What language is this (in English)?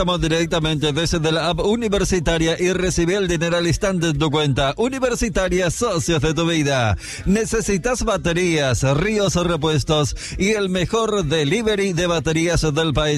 Spanish